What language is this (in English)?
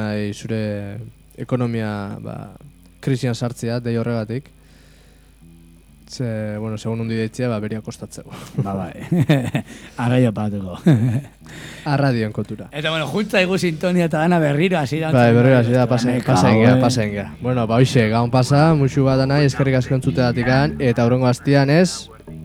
Basque